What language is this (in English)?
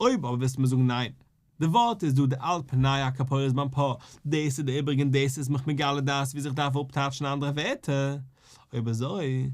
Yiddish